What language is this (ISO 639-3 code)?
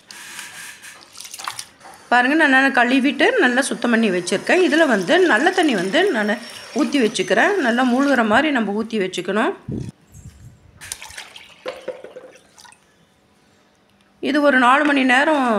tam